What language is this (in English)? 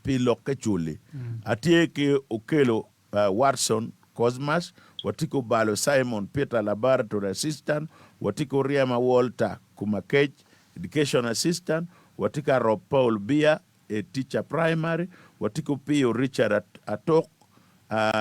Acoli